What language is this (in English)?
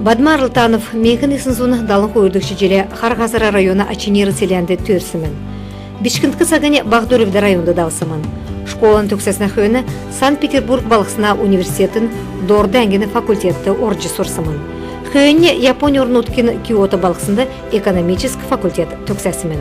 Kalmyk